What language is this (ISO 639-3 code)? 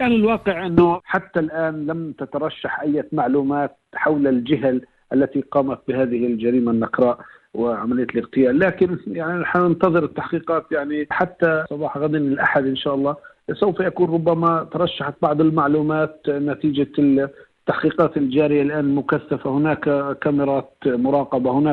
ara